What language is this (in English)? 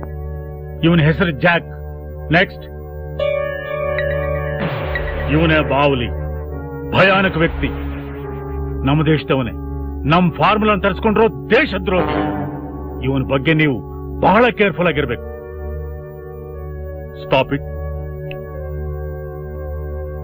Kannada